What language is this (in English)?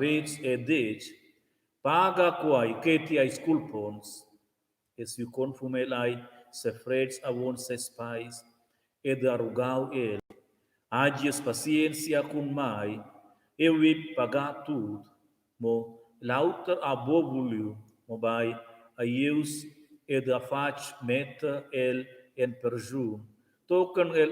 Romansh